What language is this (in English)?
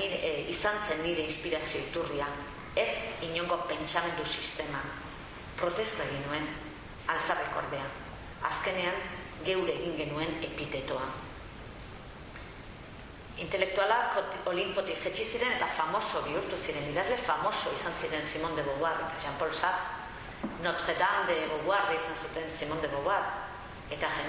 Basque